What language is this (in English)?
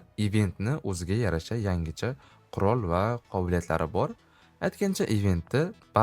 Uzbek